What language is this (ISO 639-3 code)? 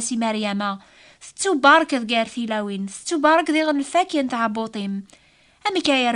kab